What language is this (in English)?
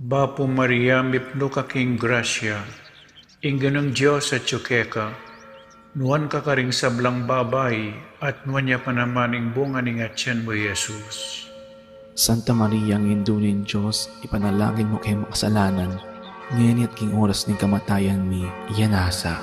Pampanga